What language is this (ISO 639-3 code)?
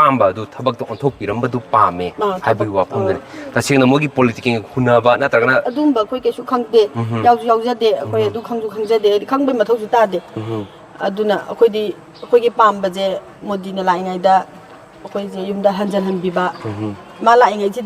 mni